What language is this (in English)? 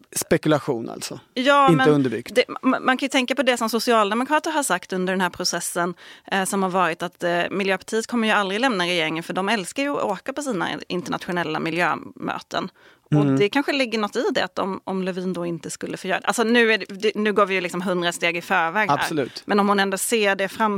Swedish